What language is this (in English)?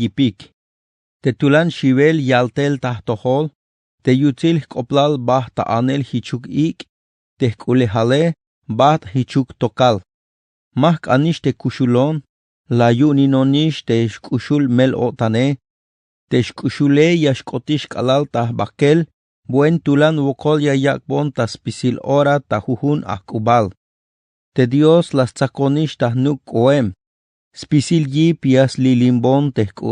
Tzeltal